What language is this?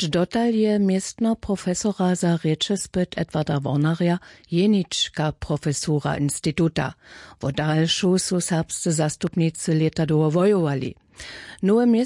Upper Sorbian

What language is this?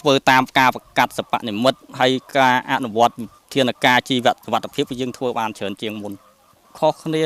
Khmer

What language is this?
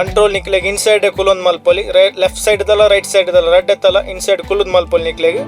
Tulu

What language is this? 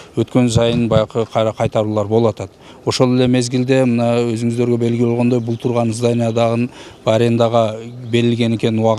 Kyrgyz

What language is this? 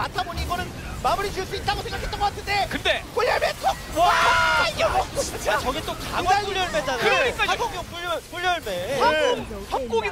Korean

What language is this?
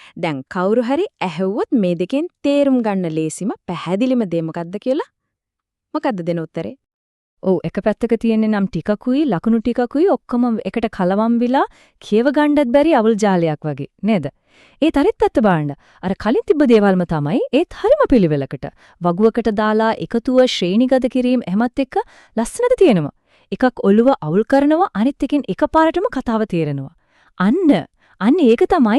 Sinhala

